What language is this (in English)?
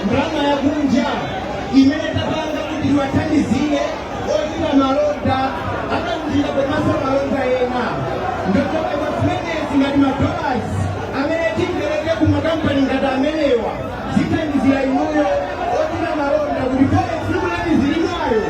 Nyanja